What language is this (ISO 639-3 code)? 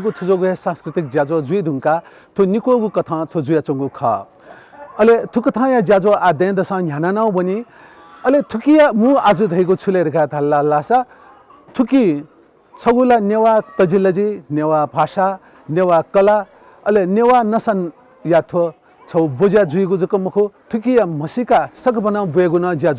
new